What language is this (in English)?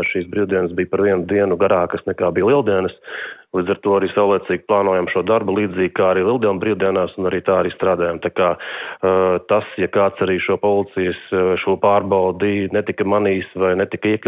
Latvian